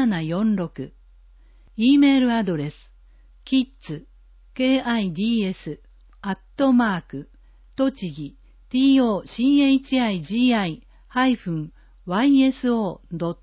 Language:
Japanese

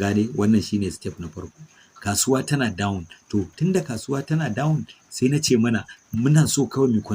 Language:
Hausa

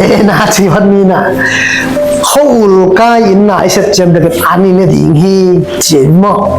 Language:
Tedim Chin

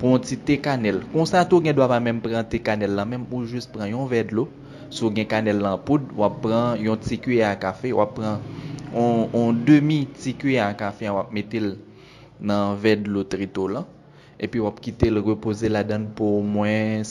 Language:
Haitian Creole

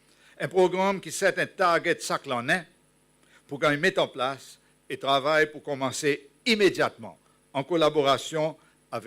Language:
Seselwa Creole French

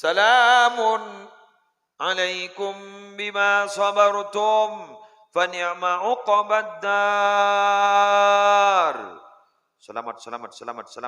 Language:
Madurese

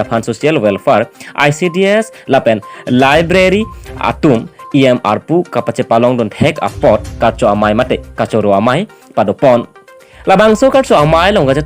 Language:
Karbi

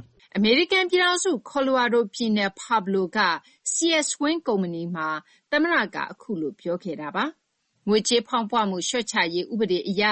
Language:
Burmese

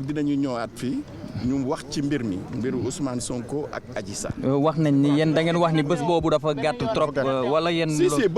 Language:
Wolof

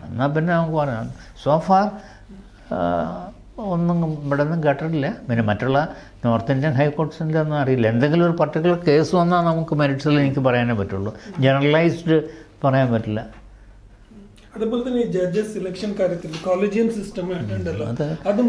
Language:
Malayalam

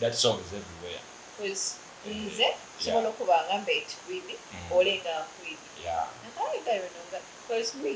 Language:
Soga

